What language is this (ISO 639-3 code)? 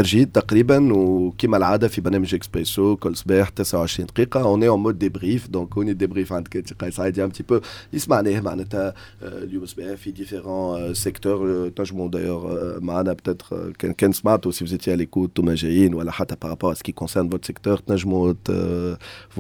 aeb